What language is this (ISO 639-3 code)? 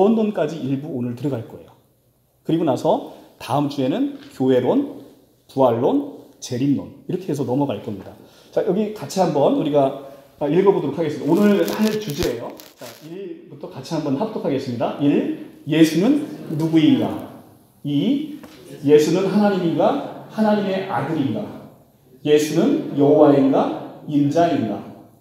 kor